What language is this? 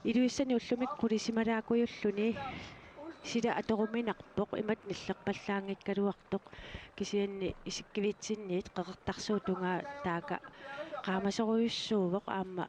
Kalaallisut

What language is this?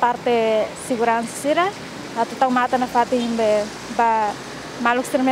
Tetum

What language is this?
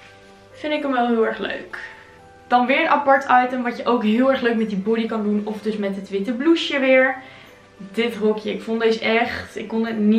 Dutch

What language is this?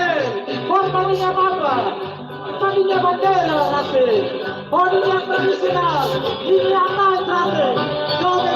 Tetum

